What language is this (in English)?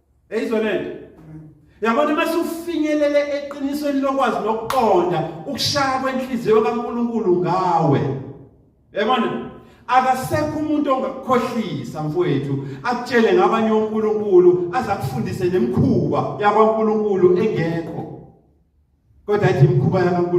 Zulu